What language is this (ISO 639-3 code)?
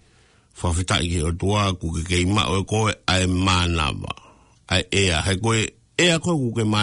ton